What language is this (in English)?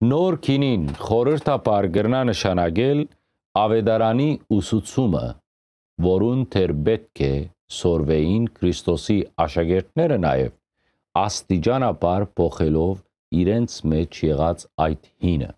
Western Armenian